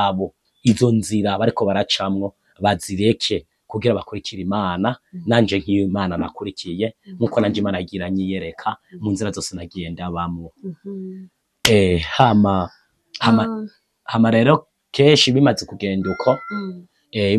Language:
Rundi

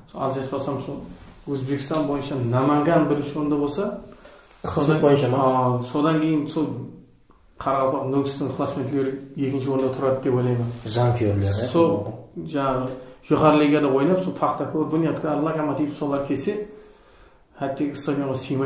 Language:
Kara-Kalpak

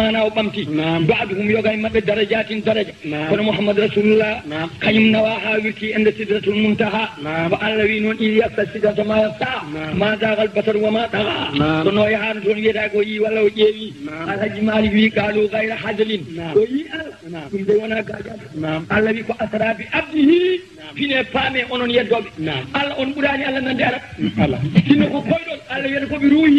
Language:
Fula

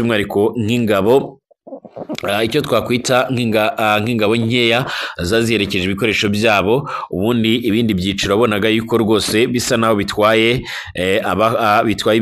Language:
Kinyarwanda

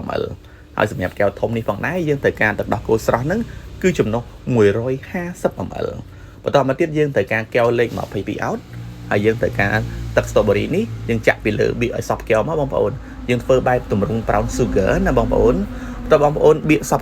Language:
Khmer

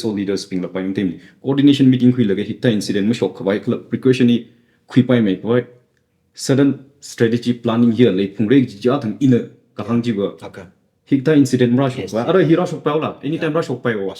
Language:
Tangkhul Naga (India)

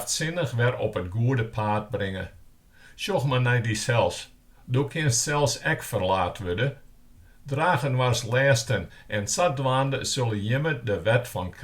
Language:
Western Frisian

